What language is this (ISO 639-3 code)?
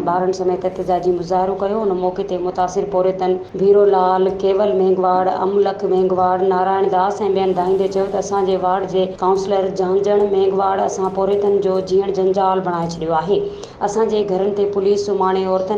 snd